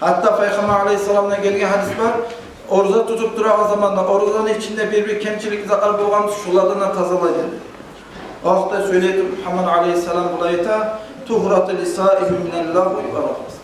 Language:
Kumyk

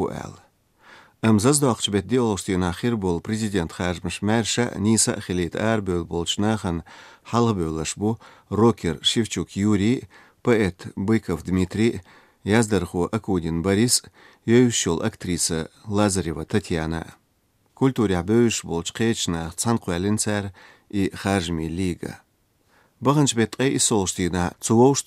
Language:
Chechen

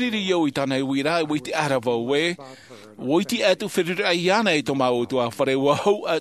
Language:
Tahitian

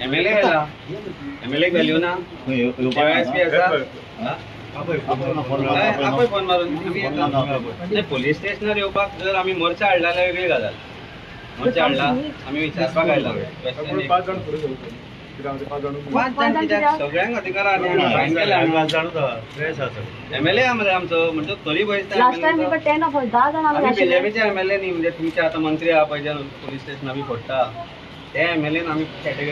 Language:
Konkani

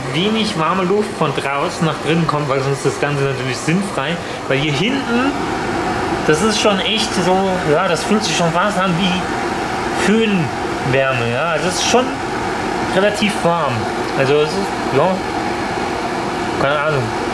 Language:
German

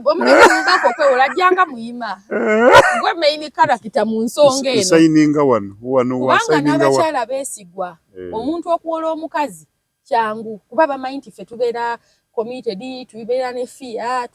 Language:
Ganda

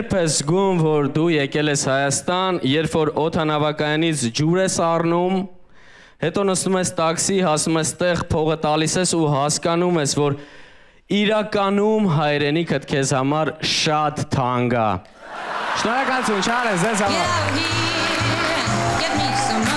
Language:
Armenian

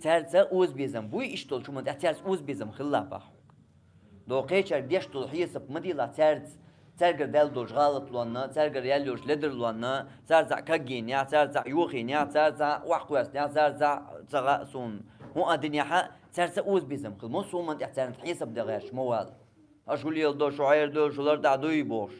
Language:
Chechen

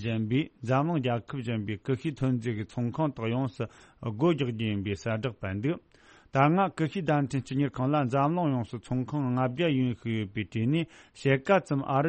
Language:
Tibetan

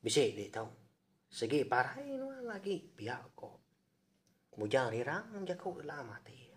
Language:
Iban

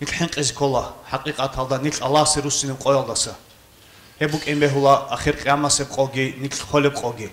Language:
Avaric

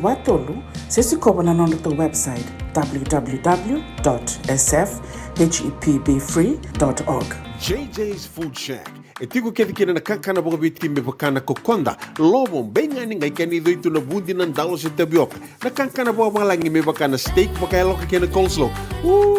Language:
Fijian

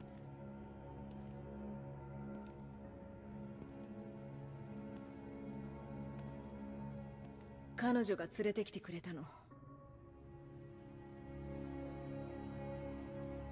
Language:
Japanese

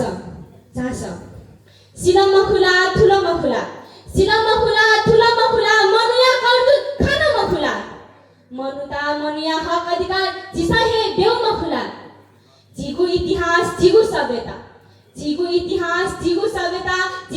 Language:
Newari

